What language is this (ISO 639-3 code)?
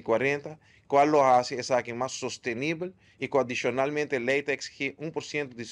pap